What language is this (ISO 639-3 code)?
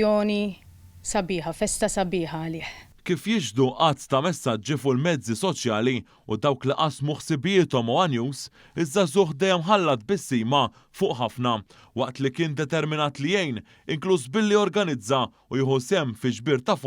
mlt